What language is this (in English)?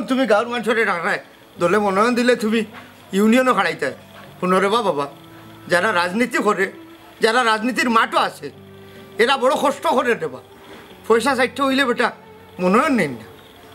Sylheti